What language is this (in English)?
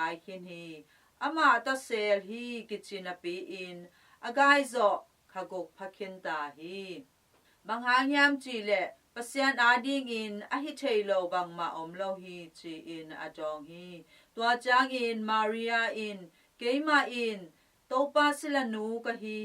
Tedim Chin